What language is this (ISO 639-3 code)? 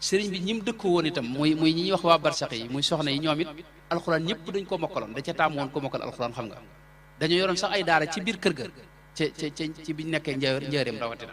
wol